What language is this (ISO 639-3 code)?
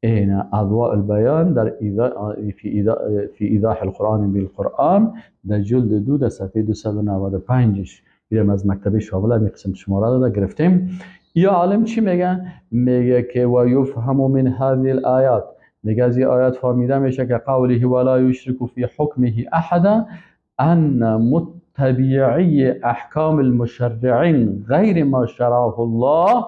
fas